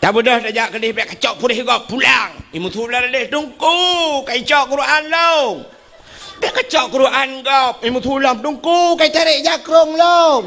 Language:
Achinese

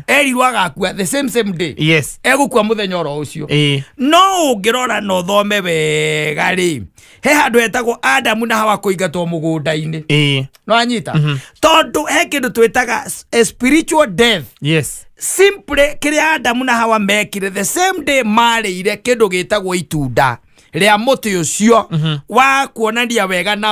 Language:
Kikuyu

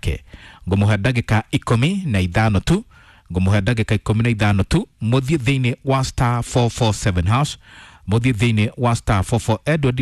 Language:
Kikuyu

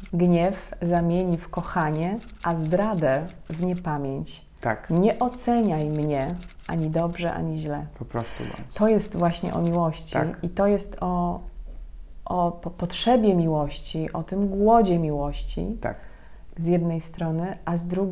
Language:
Polish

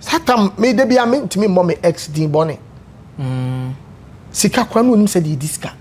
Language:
Akan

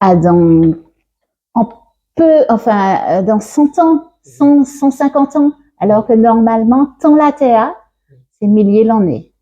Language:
Guadeloupean Creole French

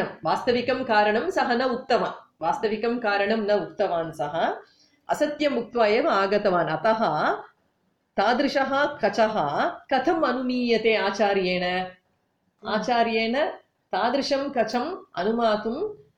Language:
Sanskrit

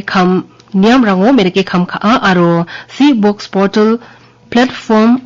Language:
Garo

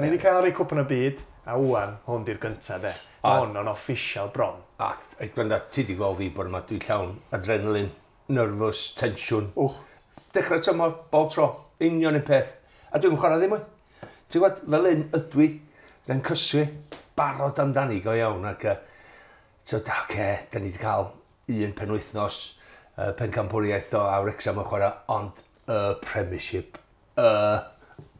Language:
Welsh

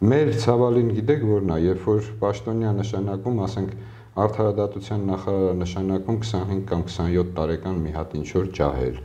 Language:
Armenian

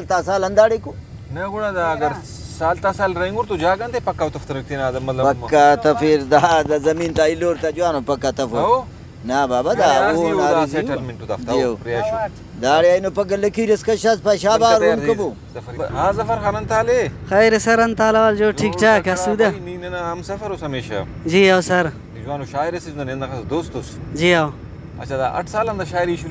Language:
Brahui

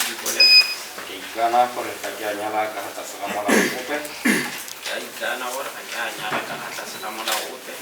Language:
Tswana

